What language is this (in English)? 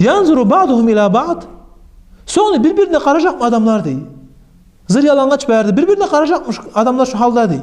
Kumyk